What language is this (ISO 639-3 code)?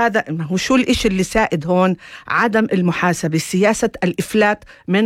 apc